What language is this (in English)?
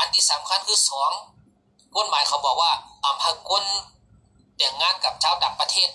Shan